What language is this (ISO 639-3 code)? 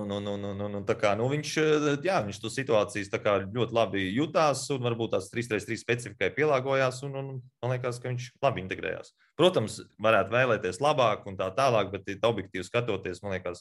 lav